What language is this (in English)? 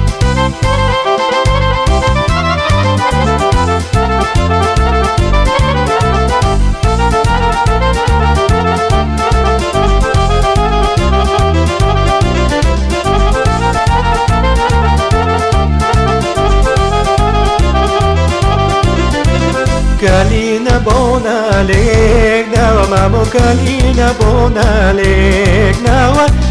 Bulgarian